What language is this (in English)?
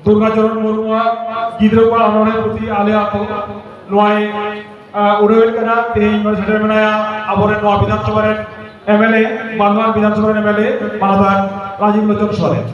Santali